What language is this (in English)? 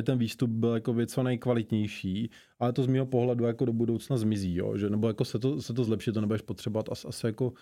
Czech